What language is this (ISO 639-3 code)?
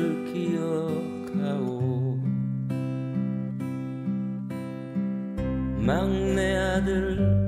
kor